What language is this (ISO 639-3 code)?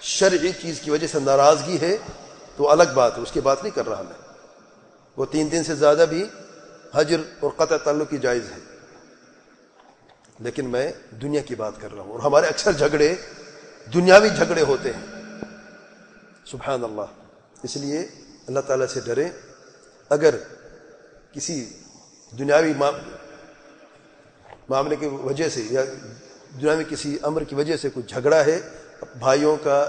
urd